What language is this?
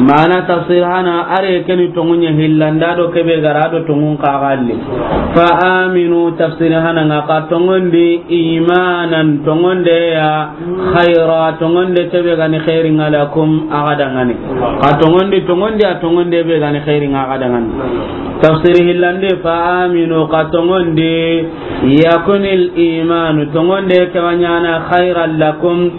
Soninke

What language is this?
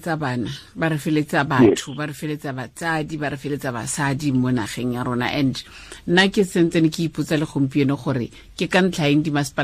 Tswana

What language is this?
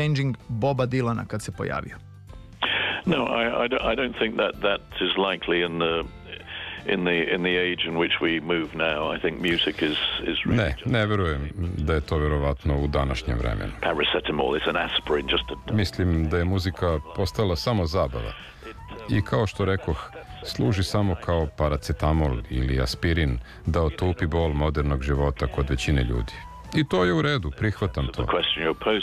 Serbian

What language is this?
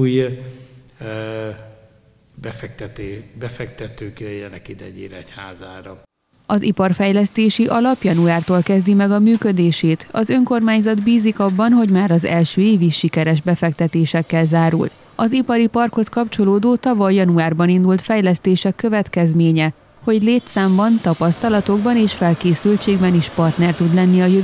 Hungarian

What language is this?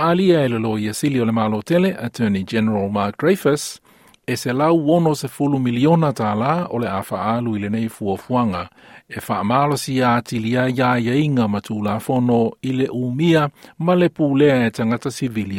Samoan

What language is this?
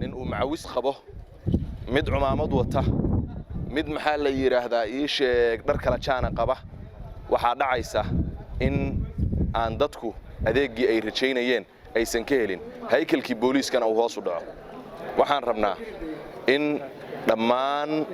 Somali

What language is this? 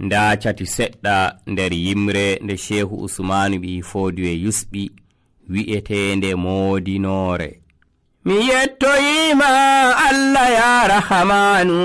Nigerian Fulfulde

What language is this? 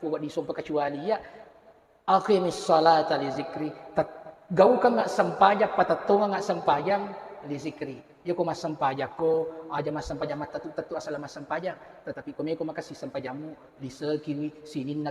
Buginese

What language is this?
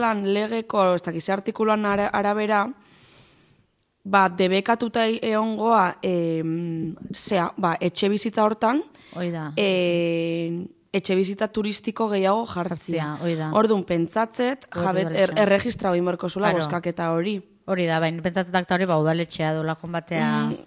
Basque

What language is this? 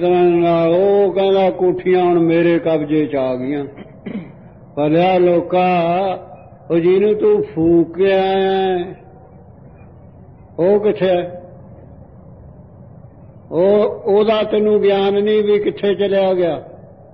Punjabi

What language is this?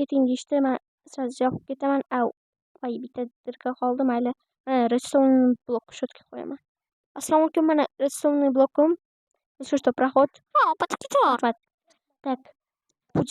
Uzbek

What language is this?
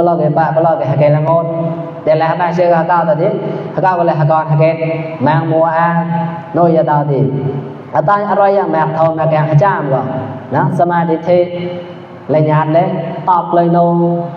Mon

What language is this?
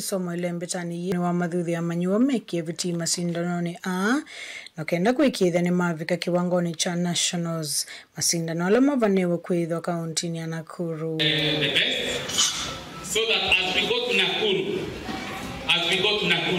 Kamba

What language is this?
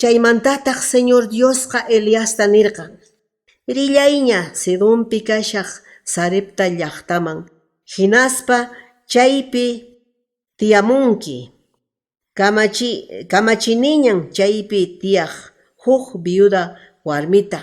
Quechua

